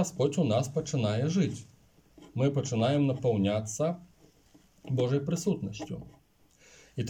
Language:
Belarusian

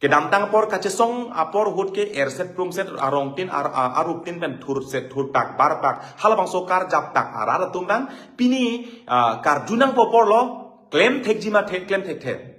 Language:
Karbi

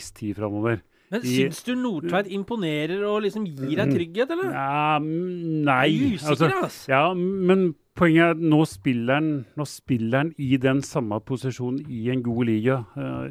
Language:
Norwegian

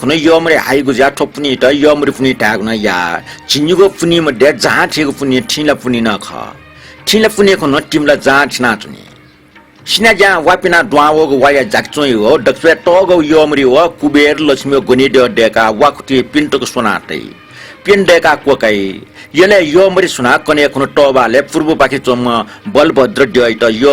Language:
Newari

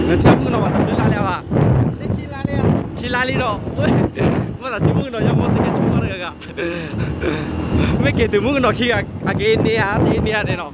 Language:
S'gaw Karen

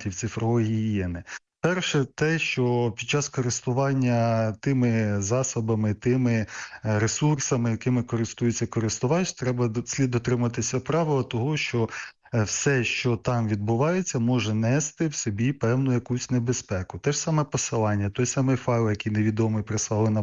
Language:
Ukrainian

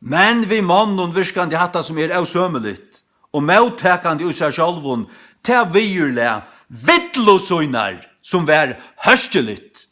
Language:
Faroese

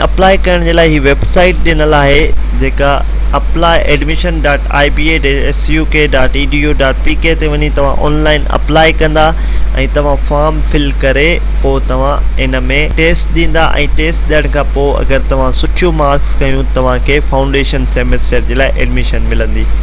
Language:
Sindhi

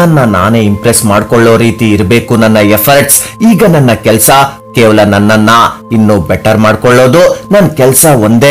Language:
Kannada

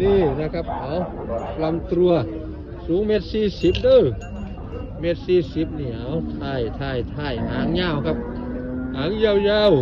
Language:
Northeastern Thai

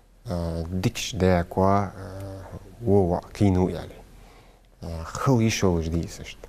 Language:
Ingush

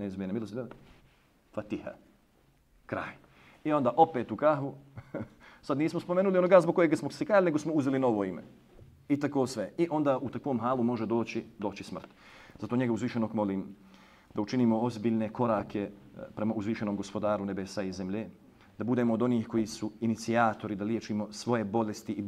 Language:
Bosnian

